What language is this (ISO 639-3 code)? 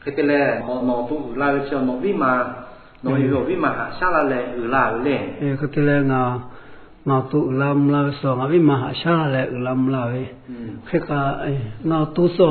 lhu